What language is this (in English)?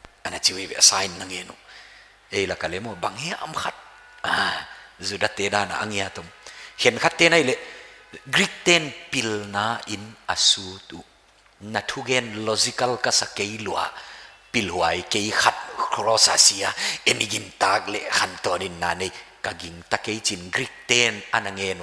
Paite Chin